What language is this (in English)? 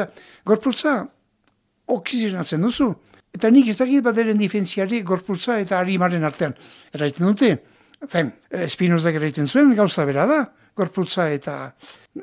Basque